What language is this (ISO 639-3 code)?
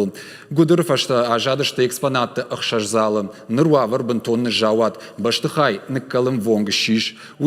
oss